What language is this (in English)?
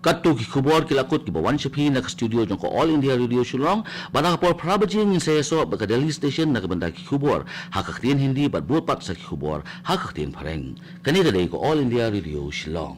Khasi